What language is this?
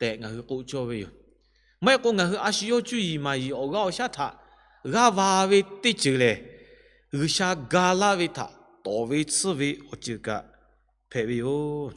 Lahu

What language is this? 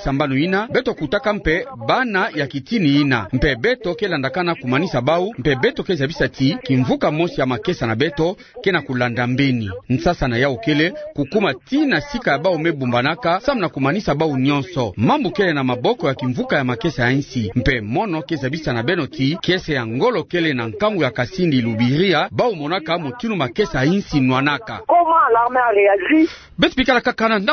Kituba (Democratic Republic of Congo)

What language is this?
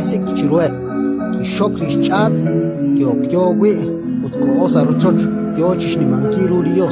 Kekchí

